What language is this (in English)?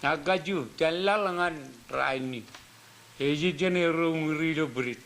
Marshallese